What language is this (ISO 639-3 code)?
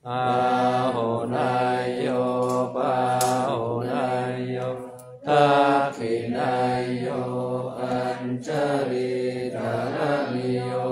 pli